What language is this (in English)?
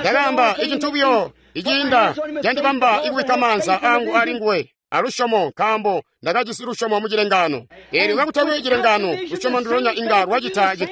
Tonga (Zambia)